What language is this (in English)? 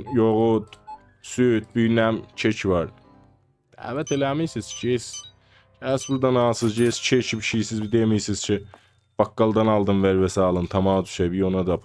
South Azerbaijani